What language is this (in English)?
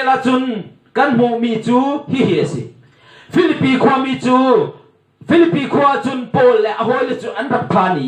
Hakha Chin